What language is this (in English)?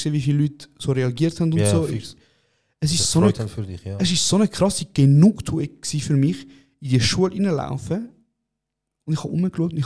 Swiss German